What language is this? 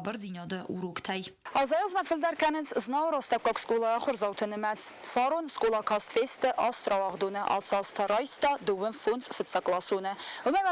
Ossetic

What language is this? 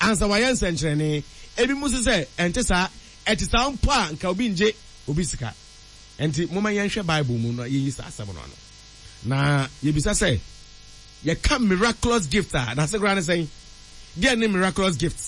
Akan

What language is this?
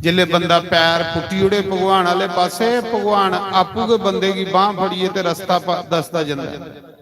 Dogri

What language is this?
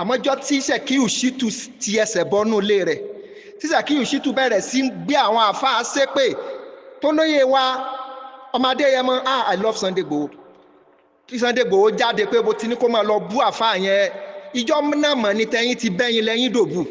Yoruba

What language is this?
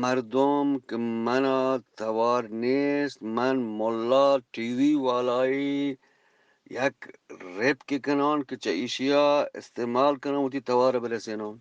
Eastern Balochi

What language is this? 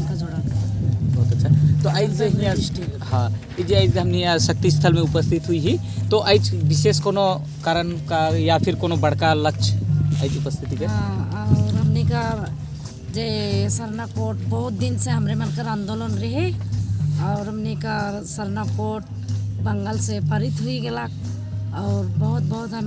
Sadri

